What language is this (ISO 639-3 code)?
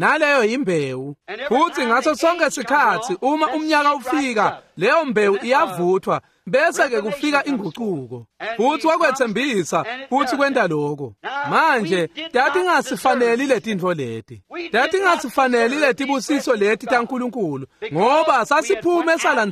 ssw